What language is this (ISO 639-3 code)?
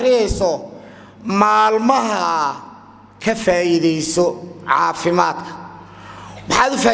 som